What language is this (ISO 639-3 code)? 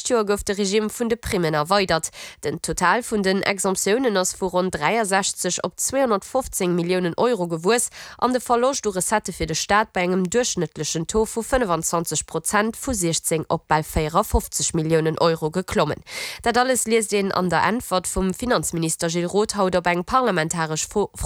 ltz